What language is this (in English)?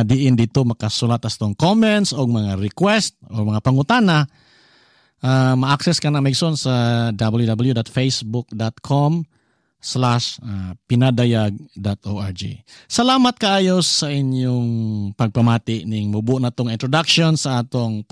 Cebuano